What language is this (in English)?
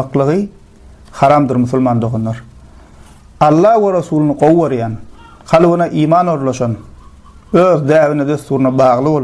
Turkmen